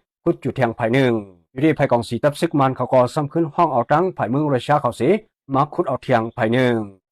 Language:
Shan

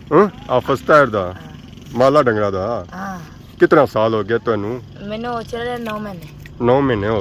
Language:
Pahari-Potwari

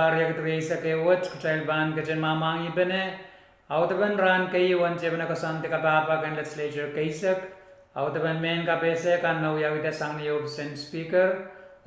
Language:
Pohnpeian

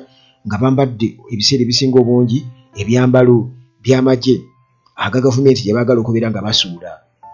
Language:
Ganda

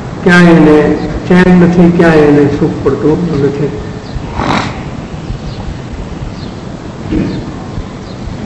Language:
Gujarati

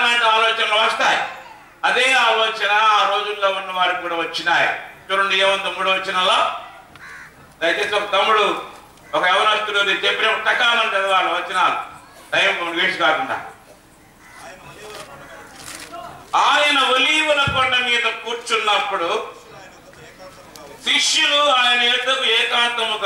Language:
Telugu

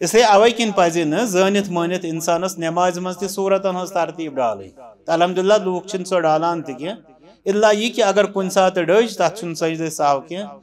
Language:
Kashmiri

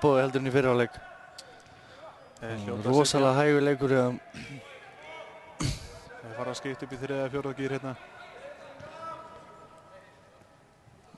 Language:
Icelandic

